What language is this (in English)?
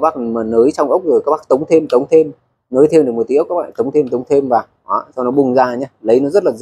Vietnamese